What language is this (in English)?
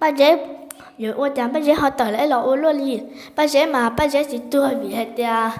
Hmong